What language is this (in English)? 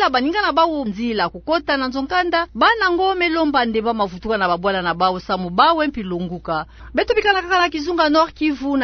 Kituba (Democratic Republic of Congo)